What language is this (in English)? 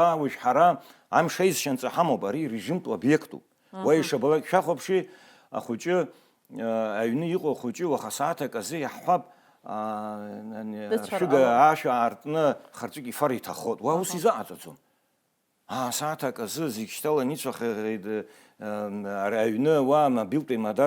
Abkhazian